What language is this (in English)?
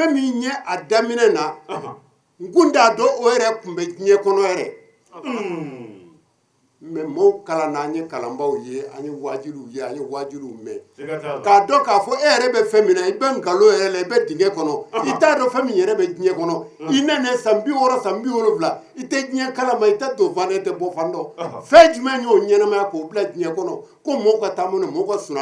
Bambara